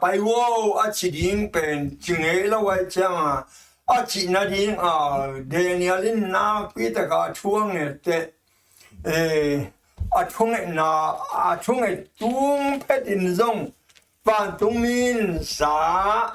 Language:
Tedim Chin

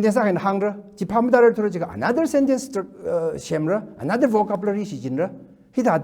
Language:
Tangkhul Naga (India)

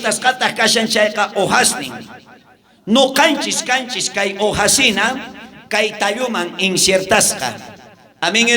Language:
South Bolivian Quechua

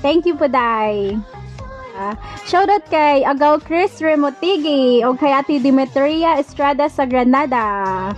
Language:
Cebuano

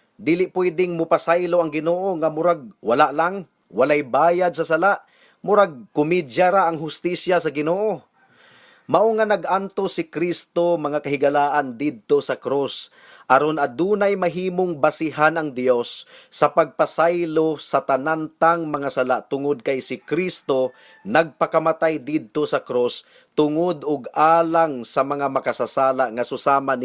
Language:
Cebuano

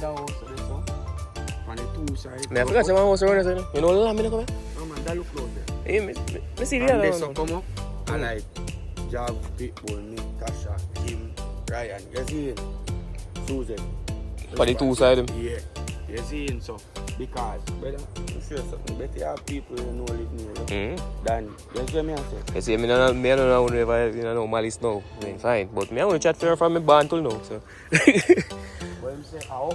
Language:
Jamaican Creole English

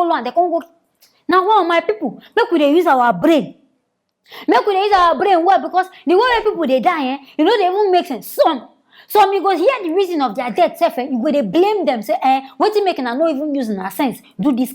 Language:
Nigerian Pidgin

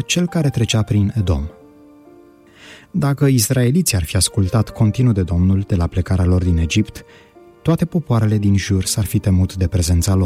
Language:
Romanian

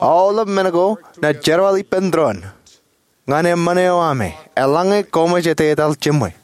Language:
Marshallese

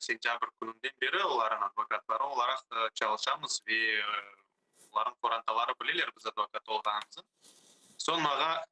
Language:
Crimean Tatar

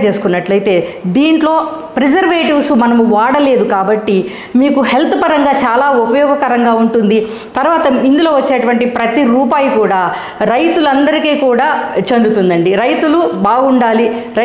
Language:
Telugu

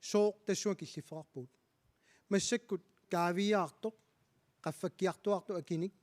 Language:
Kalaallisut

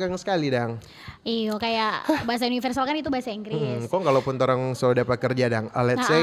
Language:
Manado Malay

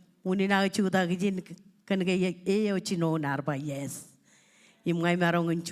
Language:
Marshallese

